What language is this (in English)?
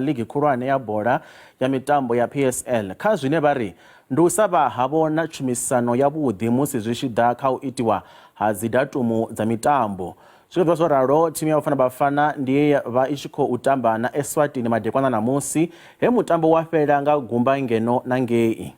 Venda